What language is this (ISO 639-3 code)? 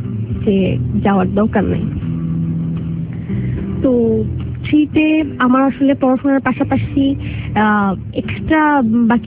ben